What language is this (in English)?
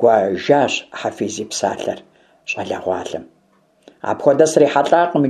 Kabardian